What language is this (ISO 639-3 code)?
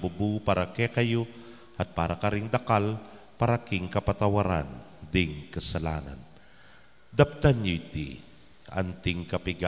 pam